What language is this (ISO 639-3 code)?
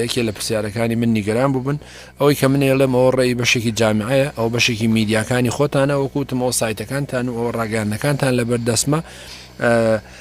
ckb